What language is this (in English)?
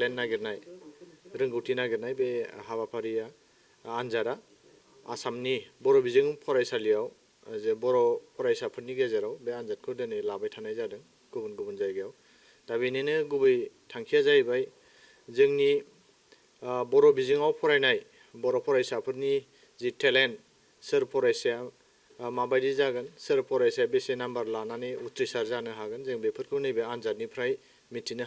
Bodo